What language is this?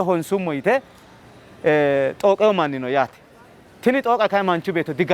Sidamo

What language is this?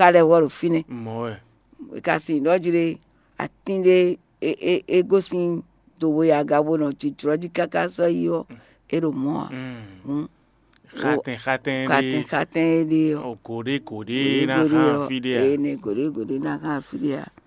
Fon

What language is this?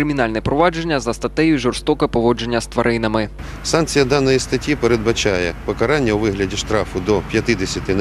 Ukrainian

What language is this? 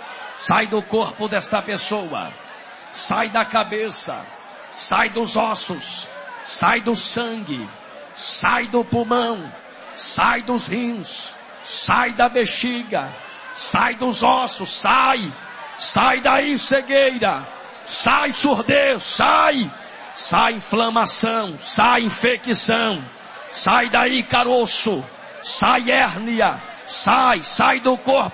Portuguese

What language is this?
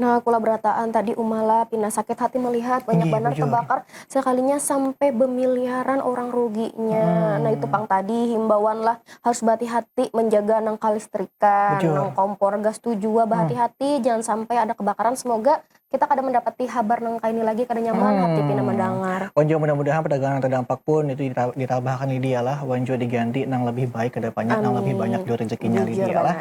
Banjar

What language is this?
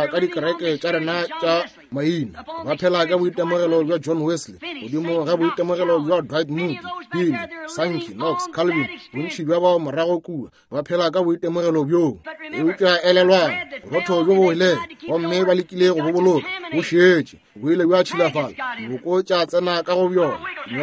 Northern Sotho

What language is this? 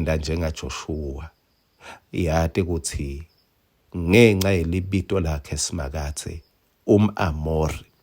Swati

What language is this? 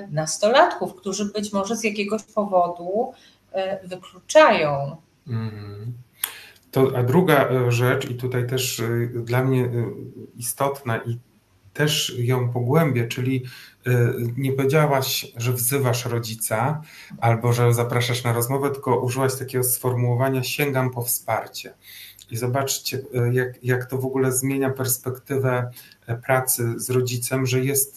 Polish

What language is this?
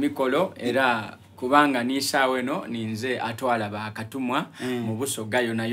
Soga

